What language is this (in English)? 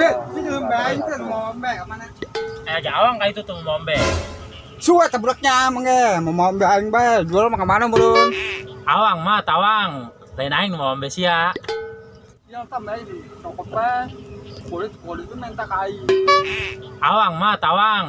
Sundanese